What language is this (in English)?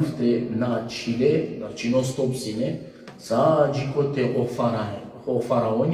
Balkan Romani